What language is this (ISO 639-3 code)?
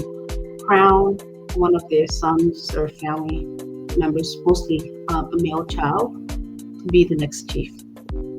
ach